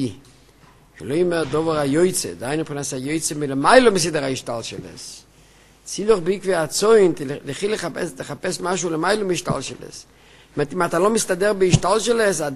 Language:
Hebrew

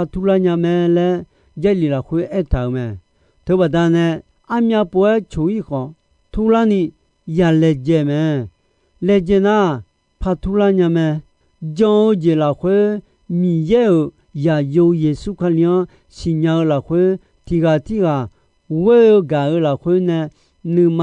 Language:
Akha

